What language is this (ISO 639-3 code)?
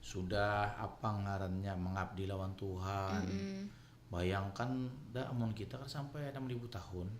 bjn